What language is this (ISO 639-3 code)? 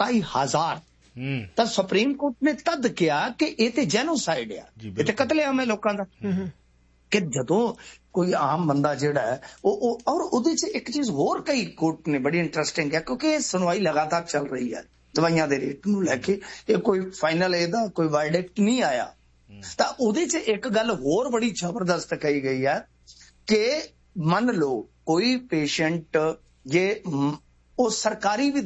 pan